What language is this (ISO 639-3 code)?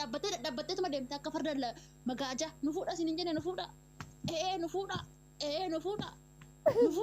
orm